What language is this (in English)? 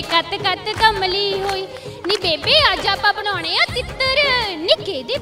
Punjabi